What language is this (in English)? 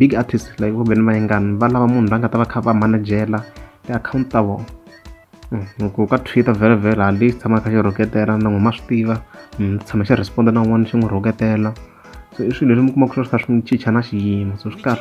Tsonga